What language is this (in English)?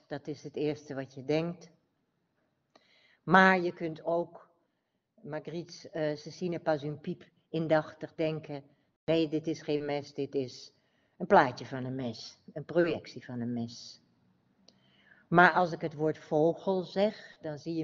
Dutch